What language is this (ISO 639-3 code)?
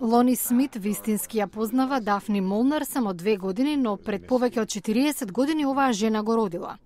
mkd